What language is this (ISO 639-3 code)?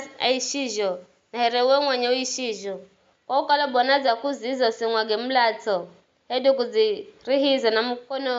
nyf